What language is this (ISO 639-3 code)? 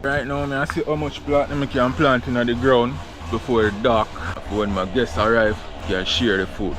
jam